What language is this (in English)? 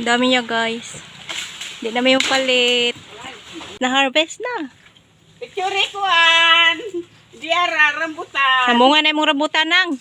Cebuano